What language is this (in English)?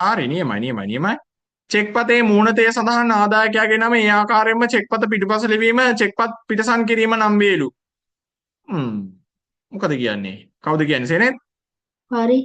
Sinhala